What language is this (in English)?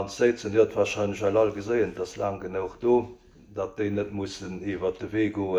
Luxembourgish